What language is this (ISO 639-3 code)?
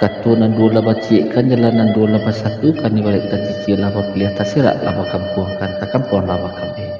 min